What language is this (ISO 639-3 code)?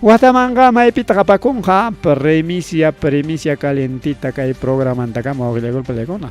quy